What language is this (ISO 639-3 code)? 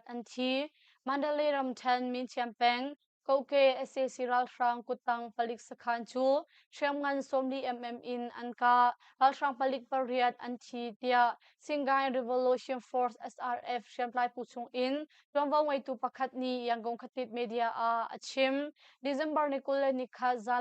cnh